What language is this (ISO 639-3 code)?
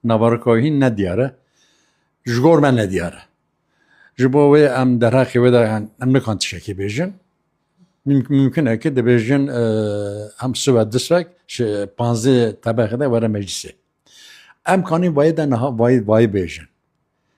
kur